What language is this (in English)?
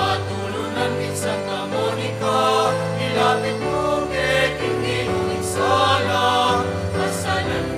Pampanga